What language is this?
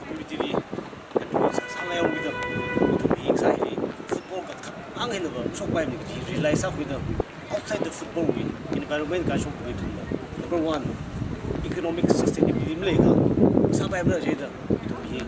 Tangkhul Naga (India)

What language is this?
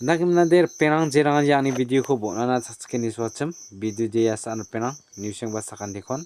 Garo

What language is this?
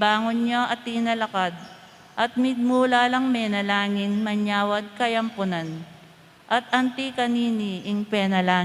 Pampanga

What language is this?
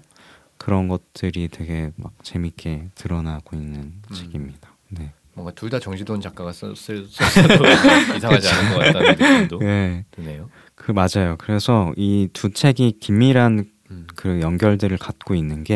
Korean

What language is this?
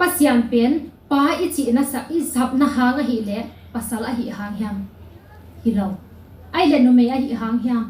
Tedim Chin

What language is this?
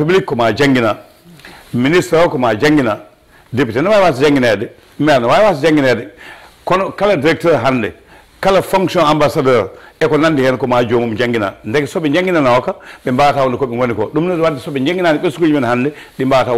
Fula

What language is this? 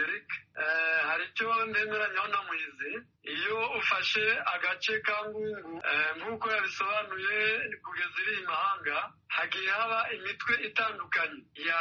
Kinyarwanda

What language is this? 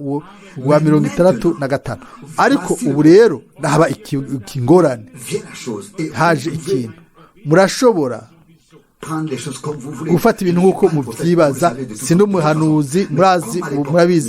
Rundi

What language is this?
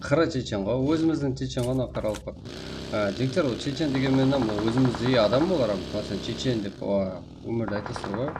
Kara-Kalpak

